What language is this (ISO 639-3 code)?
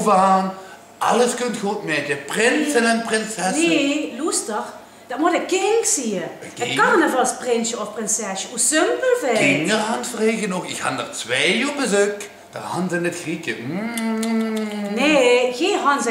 lim